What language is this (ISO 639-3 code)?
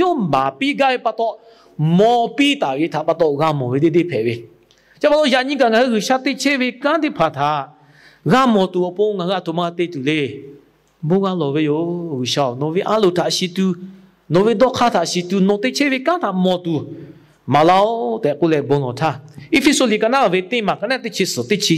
lhu